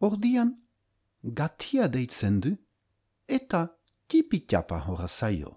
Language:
Basque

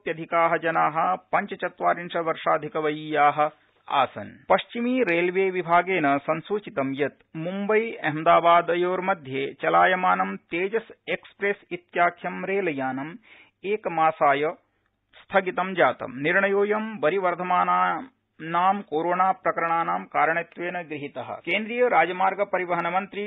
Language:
Sanskrit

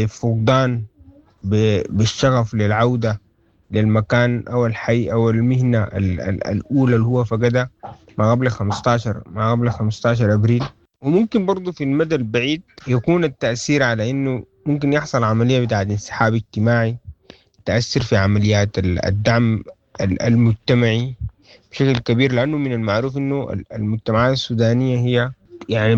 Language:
Sudanese Arabic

